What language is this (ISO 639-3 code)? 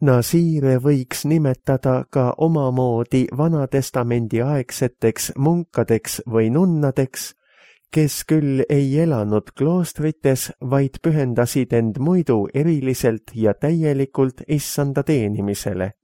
est